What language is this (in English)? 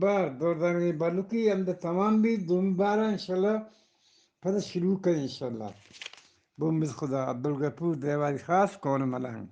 Eastern Balochi